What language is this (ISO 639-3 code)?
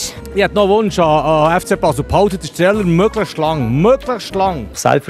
gsw